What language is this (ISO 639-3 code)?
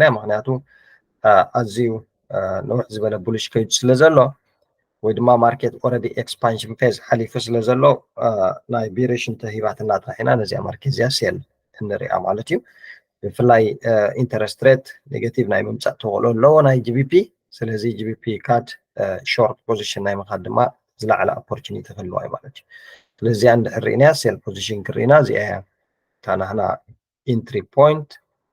tir